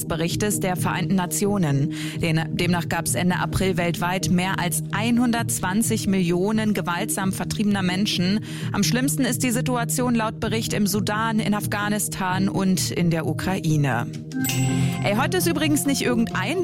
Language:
German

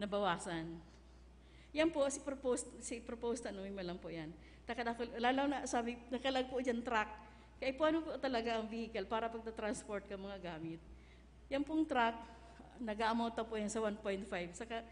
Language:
Bikol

